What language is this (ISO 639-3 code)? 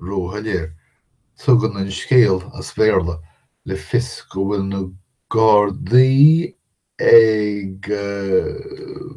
gle